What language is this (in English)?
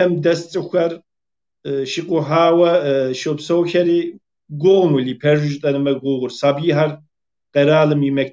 Kabardian